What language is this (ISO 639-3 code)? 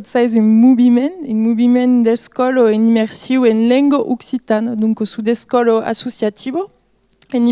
oci